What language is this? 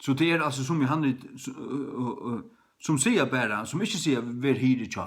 Faroese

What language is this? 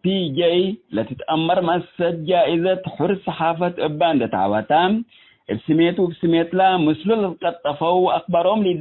Tigre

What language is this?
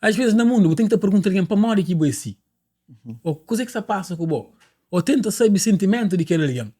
Kabuverdianu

